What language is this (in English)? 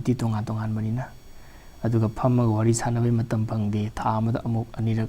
Manipuri